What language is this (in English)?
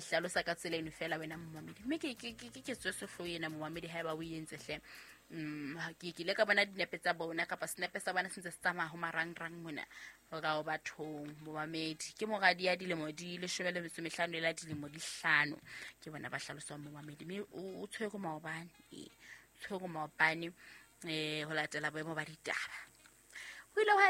Southern Sotho